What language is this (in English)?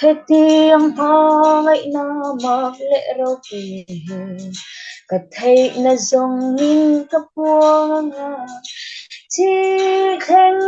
Falam Chin